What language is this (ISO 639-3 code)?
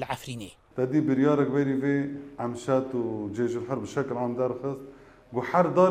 kur